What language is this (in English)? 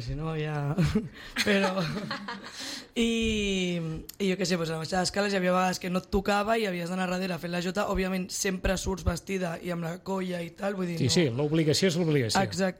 Catalan